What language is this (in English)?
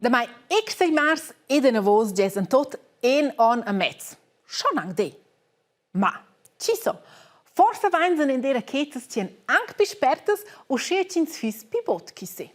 Romansh